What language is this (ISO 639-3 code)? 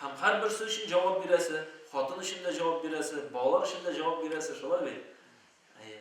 tat